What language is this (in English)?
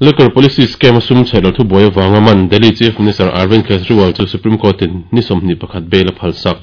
Mizo